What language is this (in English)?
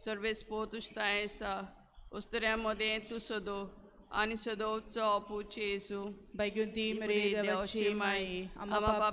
Konkani